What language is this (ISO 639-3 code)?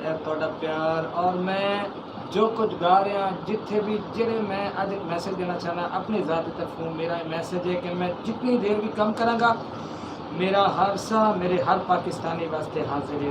skr